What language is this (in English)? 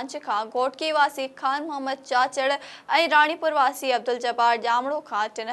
Sindhi